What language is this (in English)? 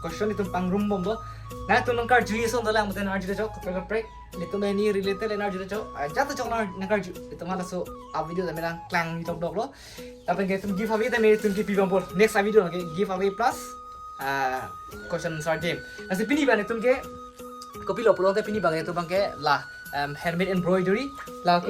Karbi